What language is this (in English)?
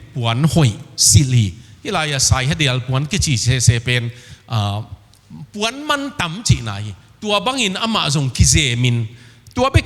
Tedim Chin